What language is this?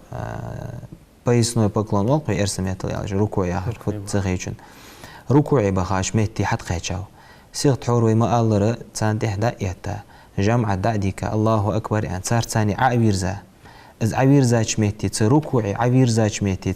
Ingush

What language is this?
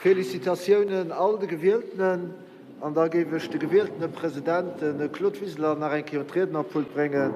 Luxembourgish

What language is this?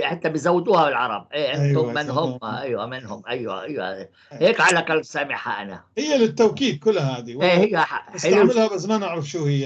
North Levantine Arabic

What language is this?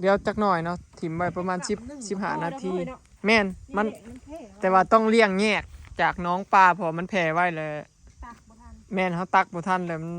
Northeastern Thai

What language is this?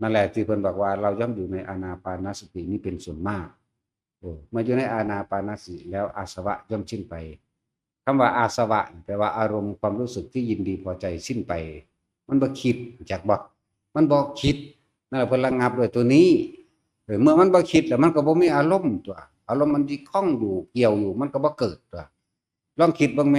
Northeastern Thai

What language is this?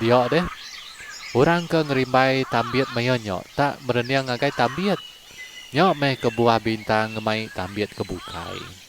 Iban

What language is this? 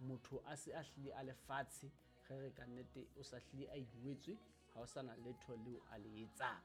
Southern Sotho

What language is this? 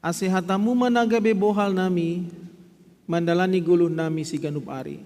Batak Simalungun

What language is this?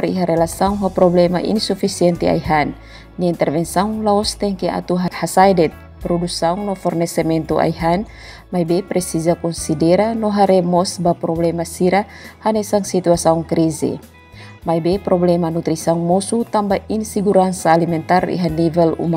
Tetum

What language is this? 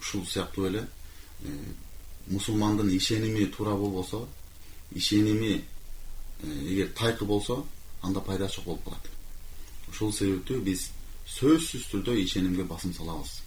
Kyrgyz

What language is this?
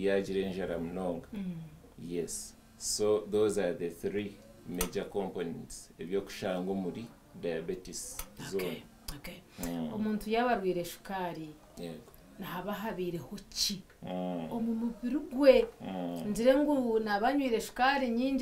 Nyankole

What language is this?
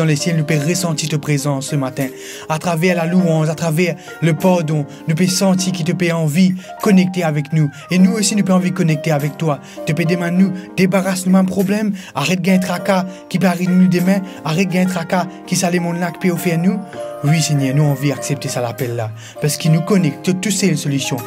Morisyen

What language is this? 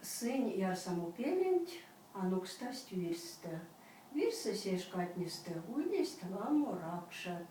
Erzya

